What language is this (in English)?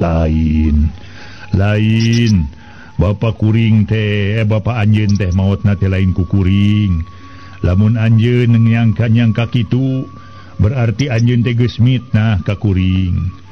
Sundanese